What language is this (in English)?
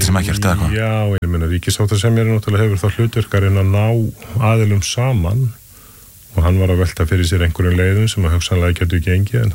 Icelandic